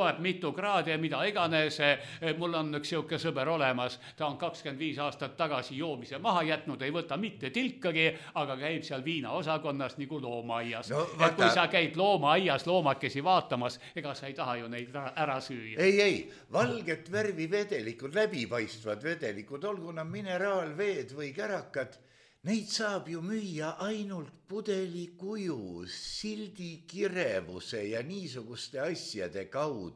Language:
Estonian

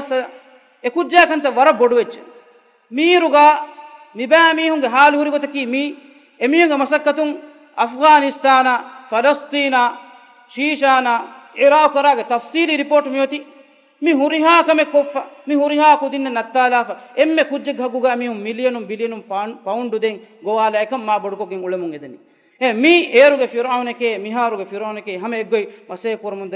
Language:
Divehi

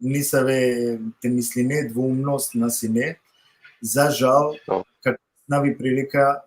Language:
Balkan Romani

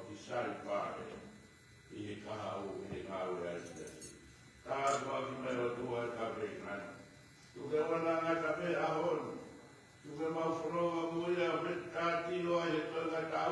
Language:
Tongan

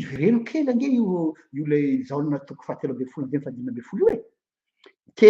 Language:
Malagasy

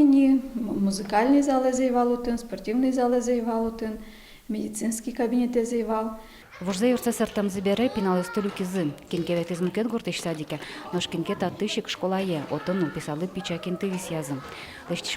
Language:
Udmurt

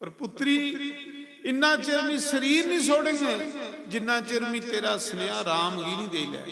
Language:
Dogri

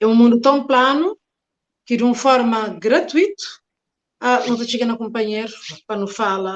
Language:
Kabuverdianu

